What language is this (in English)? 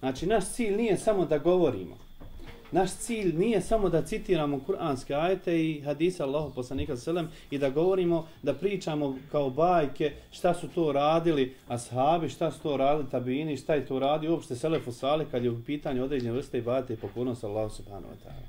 Bosnian